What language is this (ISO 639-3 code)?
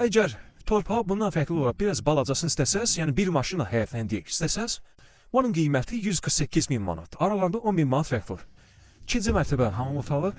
aze